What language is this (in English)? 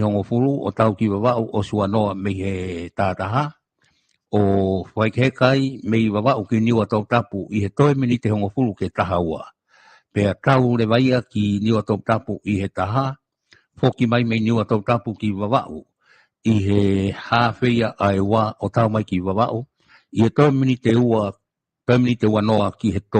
Tongan